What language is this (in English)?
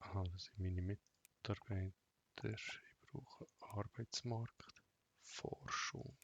Swiss German